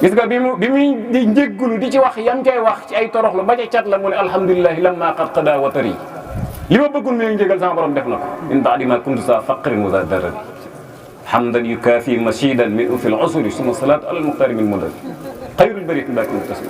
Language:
Wolof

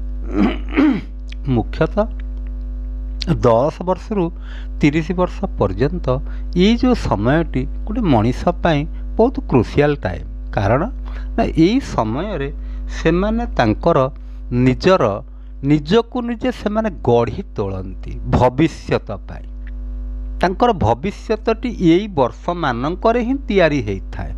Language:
Odia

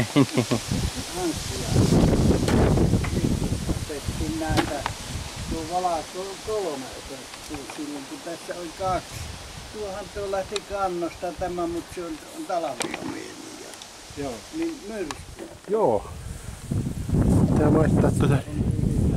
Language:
Finnish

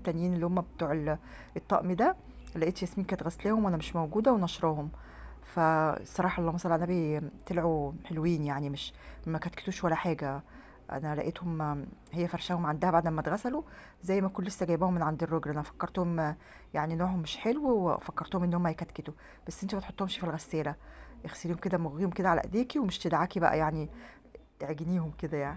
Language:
Egyptian Arabic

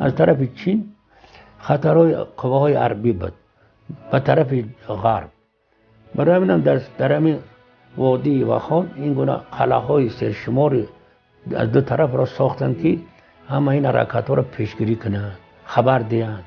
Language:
Tajik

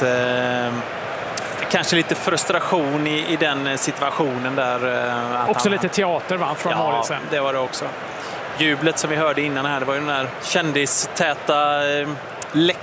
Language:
Swedish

